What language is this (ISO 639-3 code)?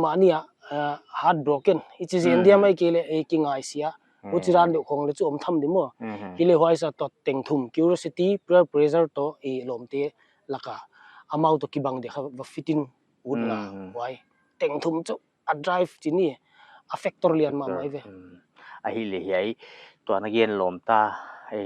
pck